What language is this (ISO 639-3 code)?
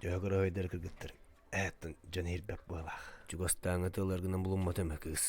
sah